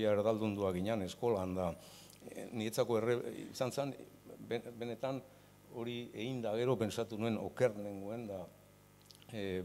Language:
Basque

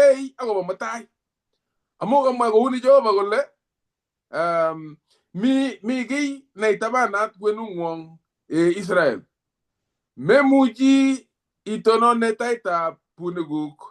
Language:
Kalenjin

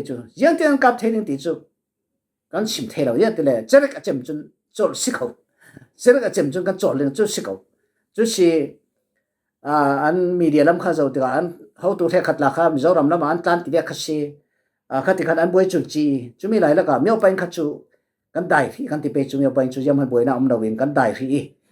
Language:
Falam Chin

